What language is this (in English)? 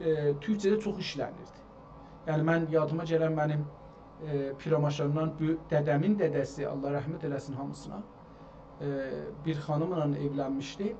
South Azerbaijani